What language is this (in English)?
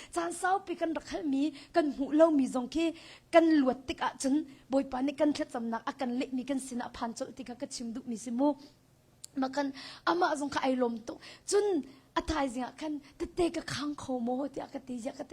Hakha Chin